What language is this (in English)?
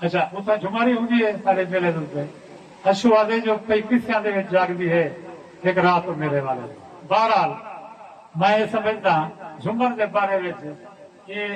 Saraiki